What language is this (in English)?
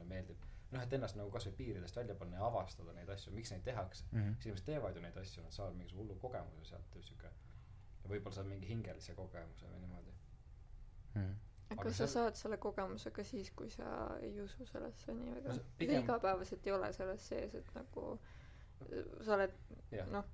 Estonian